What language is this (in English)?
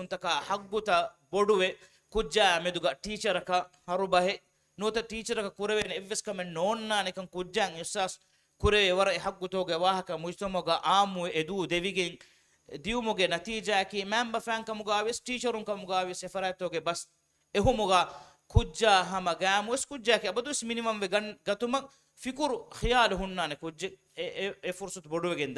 Divehi